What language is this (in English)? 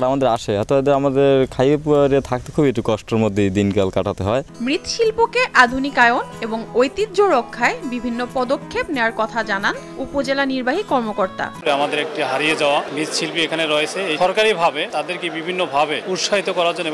Bangla